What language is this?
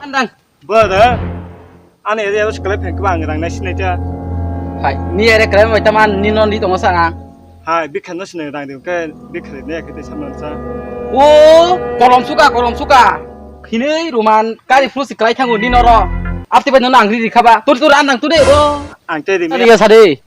Kok Borok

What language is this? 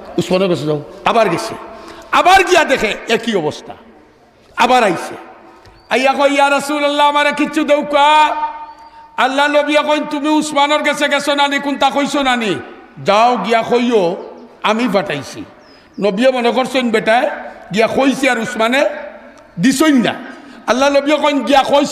Sylheti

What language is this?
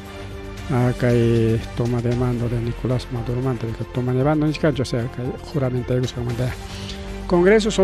Ayacucho Quechua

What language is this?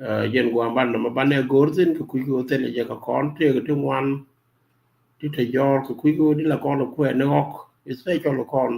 Nuer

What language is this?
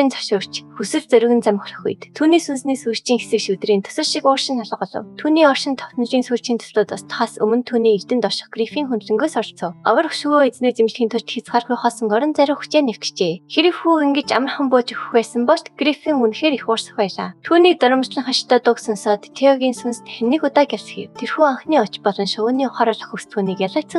Mongolian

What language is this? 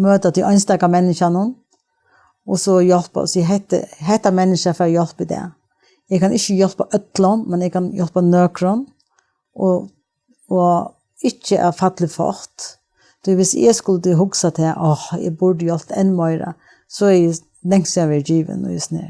Faroese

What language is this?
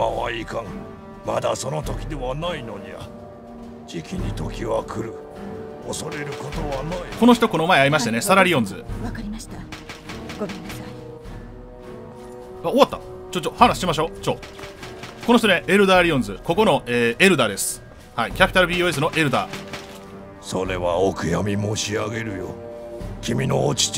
Japanese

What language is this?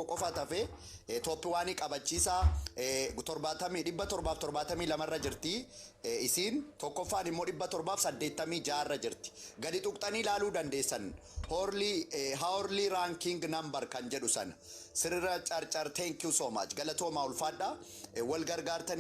Oromo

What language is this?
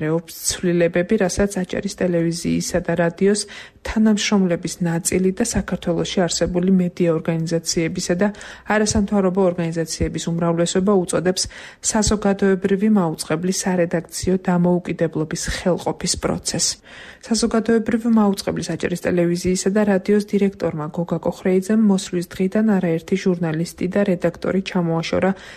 Georgian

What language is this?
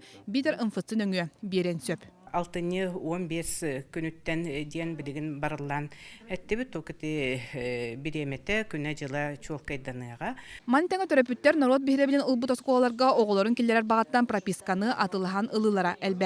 Yakut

